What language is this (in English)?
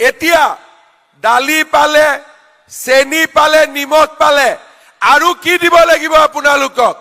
Assamese